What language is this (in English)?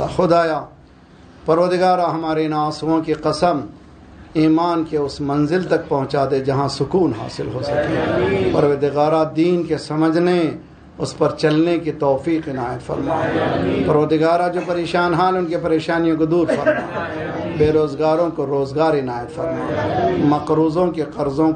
Urdu